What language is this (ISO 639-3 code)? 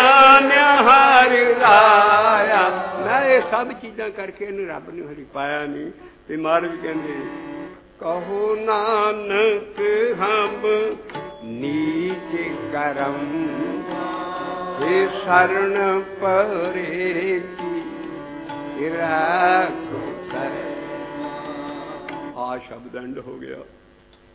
pan